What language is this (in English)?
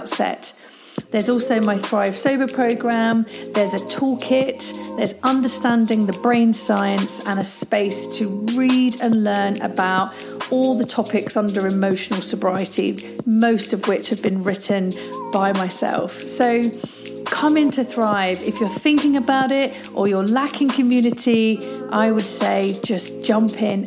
English